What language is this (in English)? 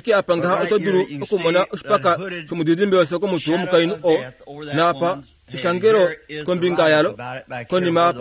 Kuanyama